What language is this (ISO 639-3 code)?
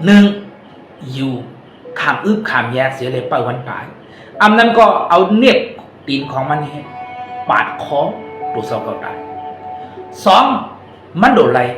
shn